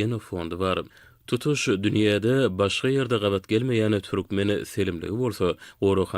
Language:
Turkmen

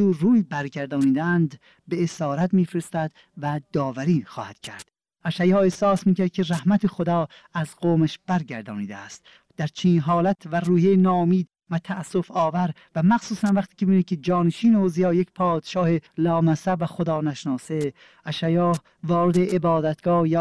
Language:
Persian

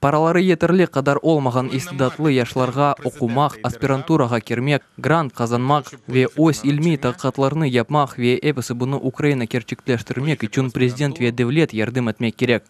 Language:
Crimean Tatar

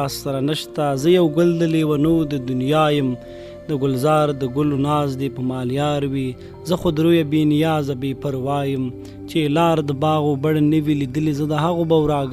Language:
Pashto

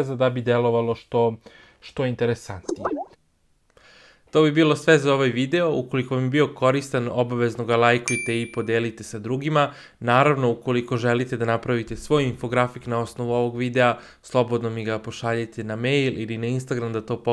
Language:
Serbian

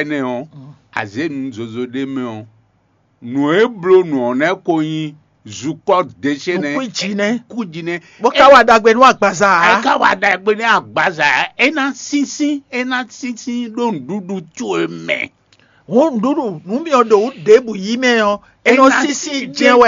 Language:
Fon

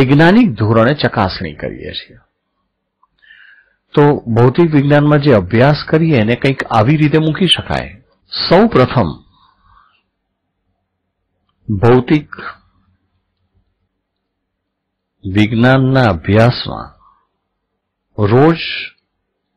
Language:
Gujarati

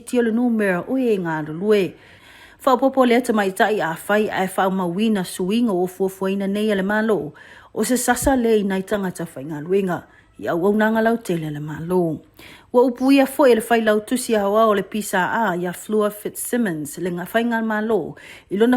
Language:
Samoan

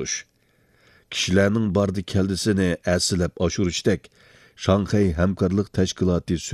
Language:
Uyghur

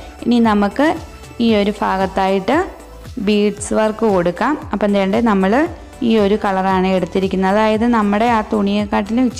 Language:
Malayalam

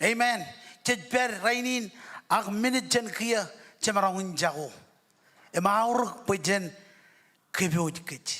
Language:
Marshallese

